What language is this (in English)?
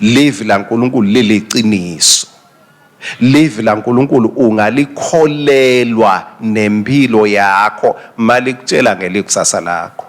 Swati